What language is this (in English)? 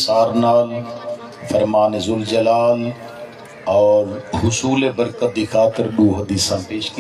Saraiki